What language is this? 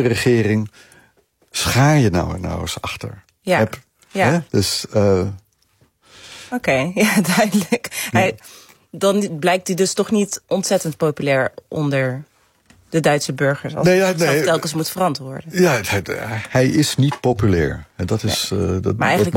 Dutch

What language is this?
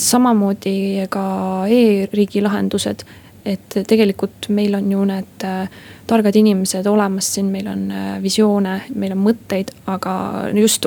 Estonian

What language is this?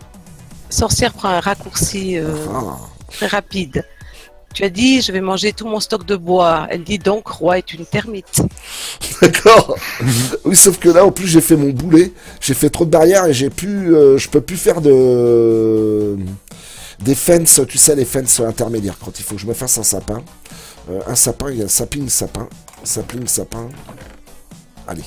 French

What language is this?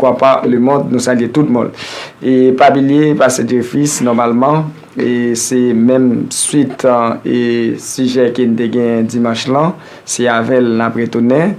Haitian Creole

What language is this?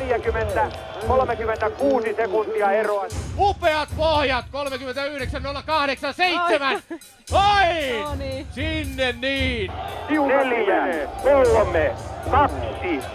Finnish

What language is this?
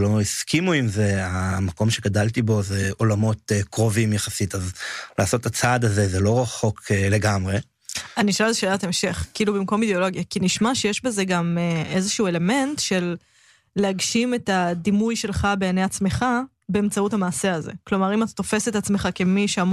Hebrew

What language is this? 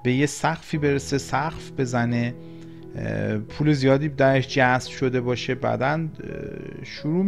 Persian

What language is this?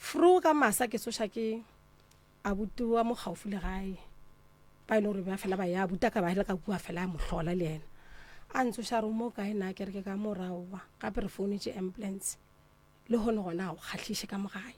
Northern Sotho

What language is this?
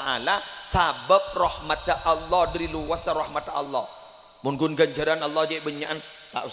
Madurese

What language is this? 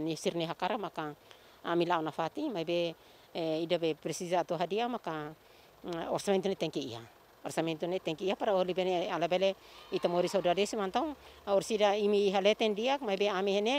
Tetum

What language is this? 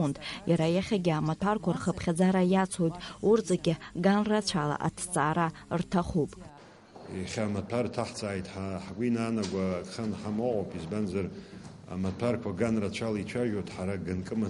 Abkhazian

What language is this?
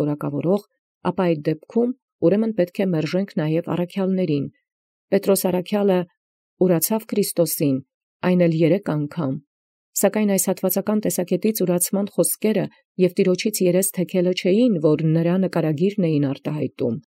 Armenian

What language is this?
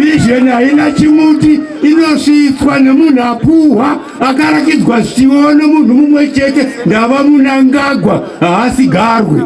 Shona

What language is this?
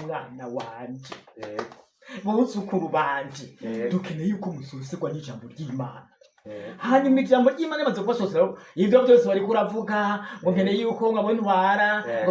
Rundi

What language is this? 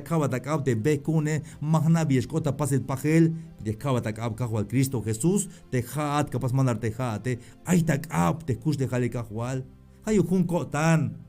Tzeltal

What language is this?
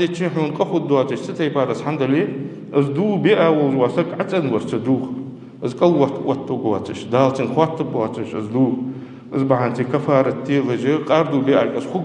Ingush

